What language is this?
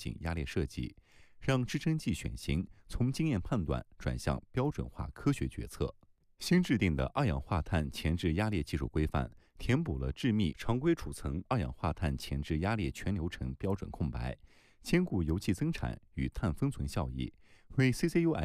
Chinese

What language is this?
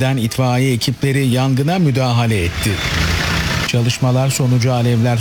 Turkish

